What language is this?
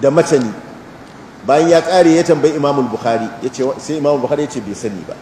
Hausa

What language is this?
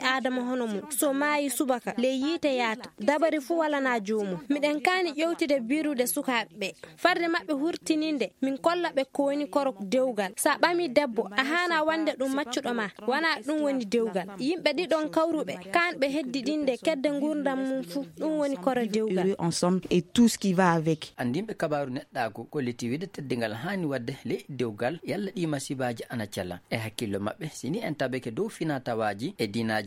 Maasina Fulfulde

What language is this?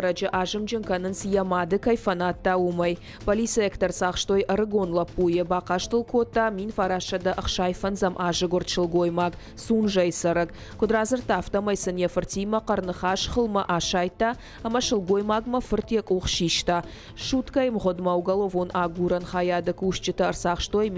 Ossetic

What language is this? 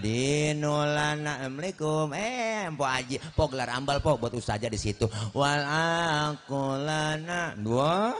Betawi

